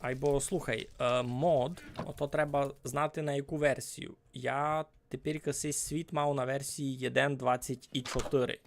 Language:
Rusyn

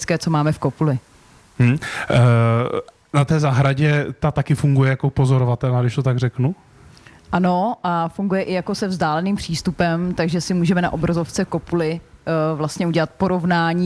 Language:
Czech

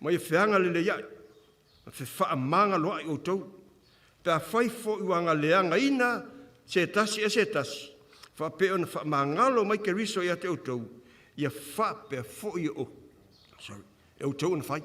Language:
Samoan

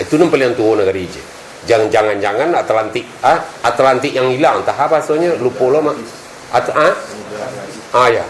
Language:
Minangkabau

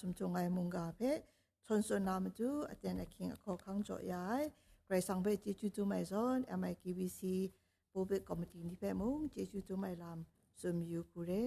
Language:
Kachin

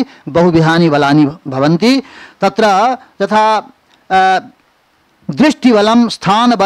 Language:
Sanskrit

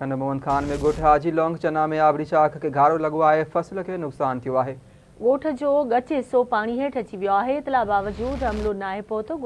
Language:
Sindhi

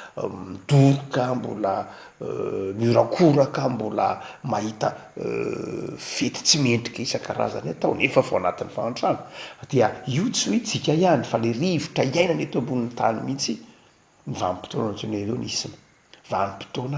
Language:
Malagasy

